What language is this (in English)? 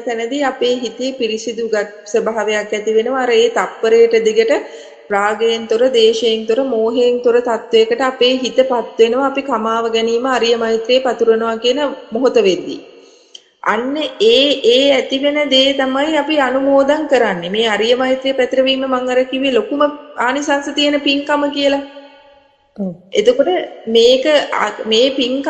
Sinhala